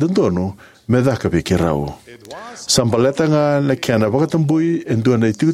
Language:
Fijian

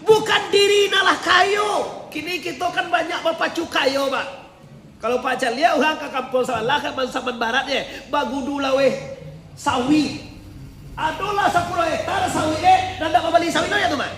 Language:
Minangkabau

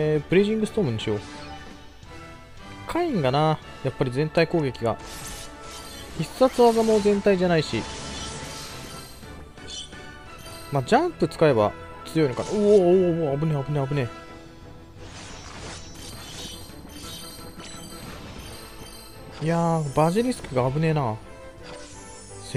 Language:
Japanese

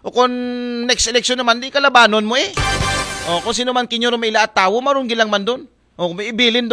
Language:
Aklanon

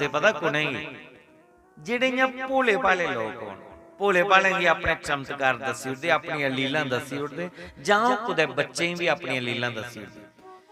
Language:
Dogri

